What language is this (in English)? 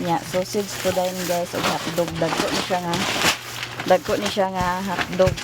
Cebuano